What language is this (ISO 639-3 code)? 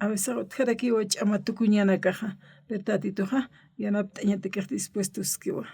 aym